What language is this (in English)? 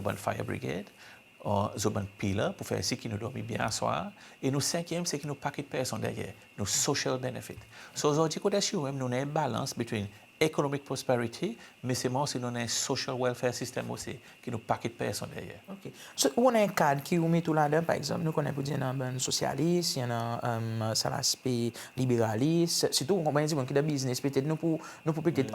Seselwa Creole French